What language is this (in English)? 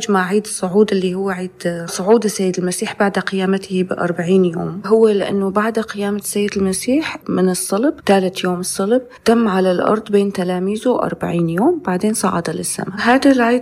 North Levantine Arabic